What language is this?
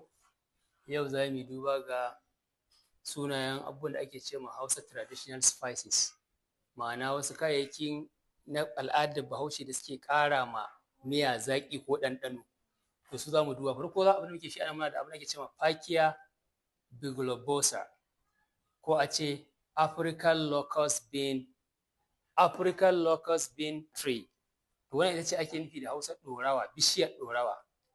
Hausa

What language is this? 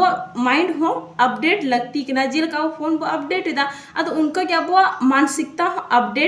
Santali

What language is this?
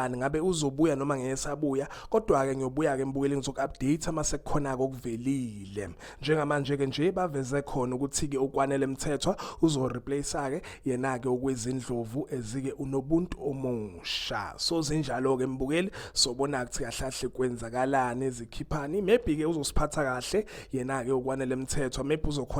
Zulu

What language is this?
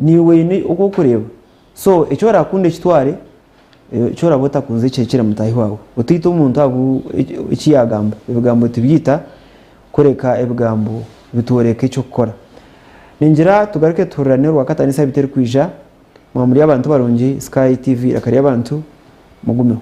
Nyankole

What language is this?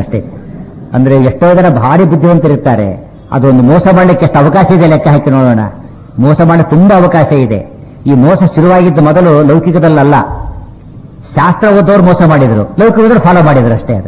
Kannada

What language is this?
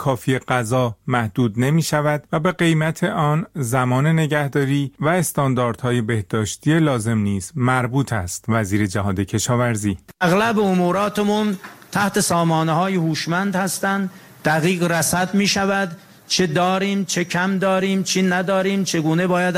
Persian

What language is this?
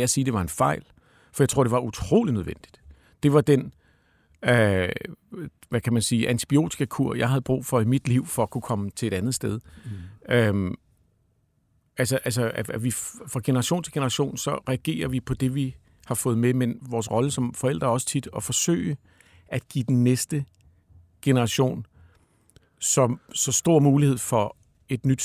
Danish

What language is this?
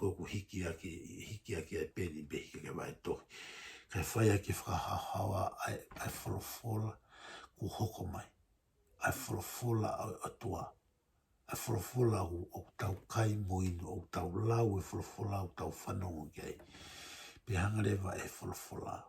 Tongan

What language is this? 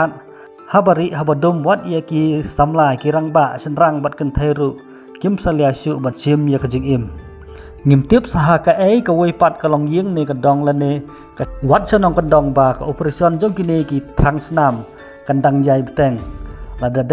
Khasi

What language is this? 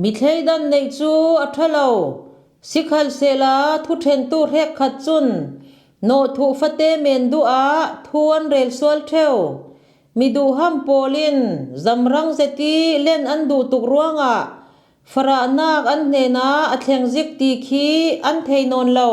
Falam Chin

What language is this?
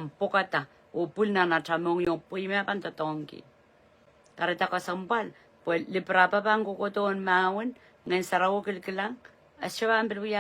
Pohnpeian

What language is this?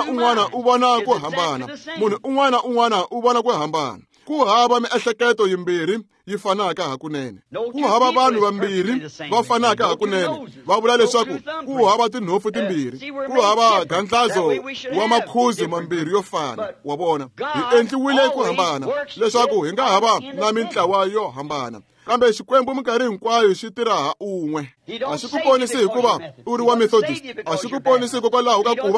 Tsonga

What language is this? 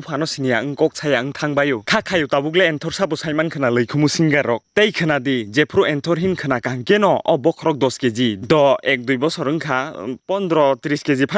Kok Borok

